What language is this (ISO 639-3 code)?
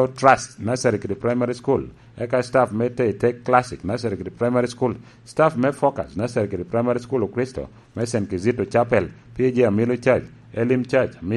laj